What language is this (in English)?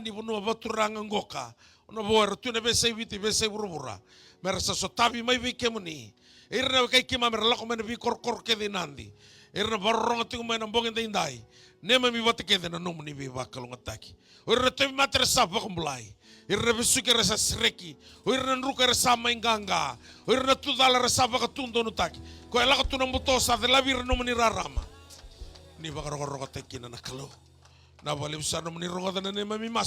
Fijian